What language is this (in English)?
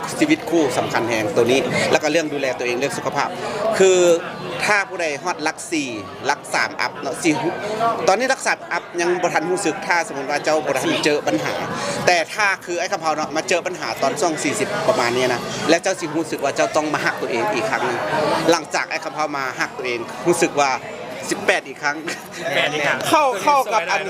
Lao